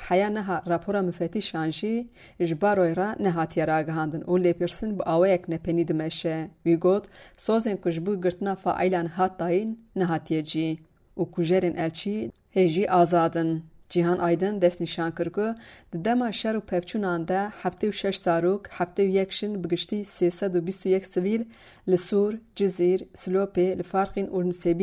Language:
Kurdish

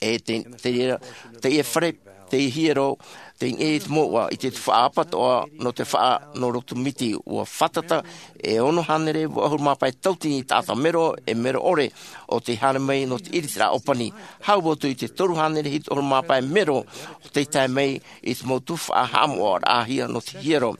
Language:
Tahitian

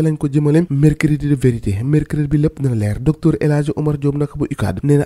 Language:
Wolof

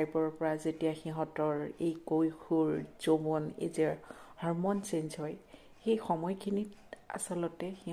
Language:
Assamese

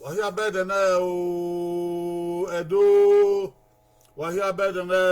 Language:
Bini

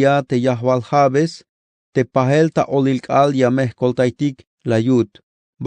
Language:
Tzeltal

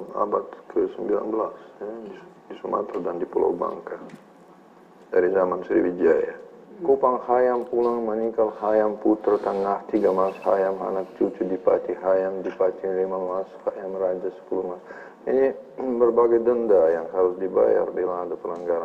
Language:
Malay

